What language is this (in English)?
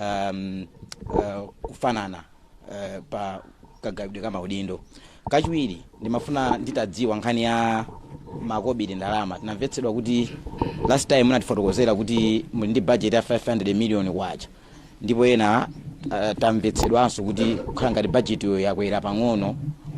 Nyanja